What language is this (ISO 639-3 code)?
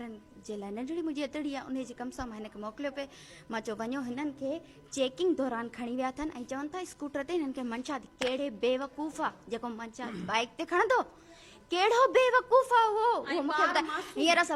snd